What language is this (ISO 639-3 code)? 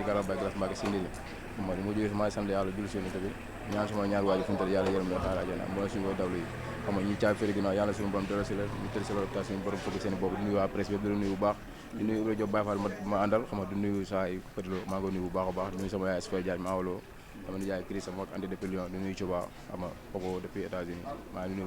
wol